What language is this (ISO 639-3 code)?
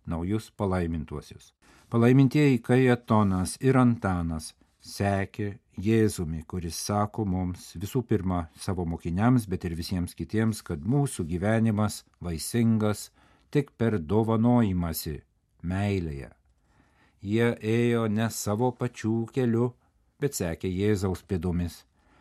lit